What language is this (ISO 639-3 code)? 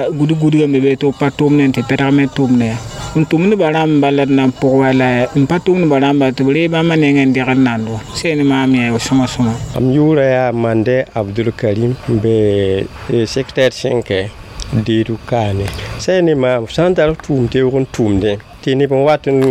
mos